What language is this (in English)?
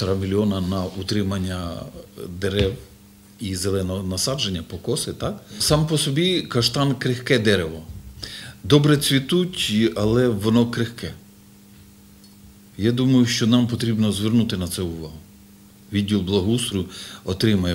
Ukrainian